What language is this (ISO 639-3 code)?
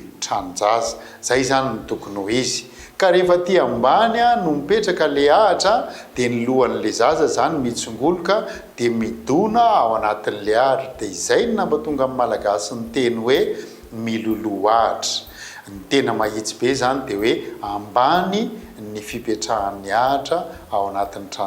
mlg